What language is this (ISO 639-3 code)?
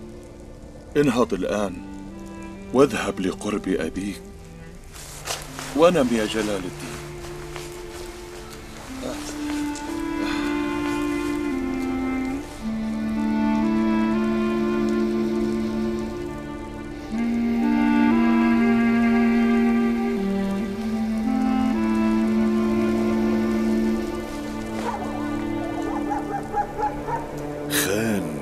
ara